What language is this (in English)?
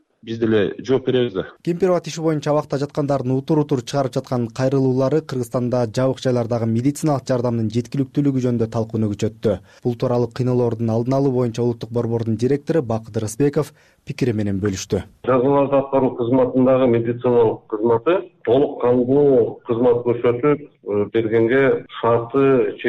Kyrgyz